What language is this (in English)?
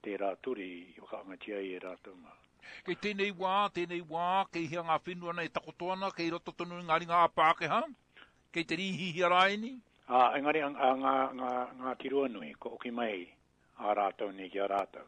Māori